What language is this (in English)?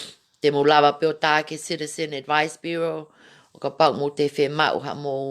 Tongan